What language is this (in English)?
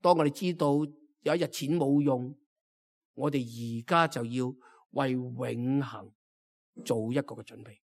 Cantonese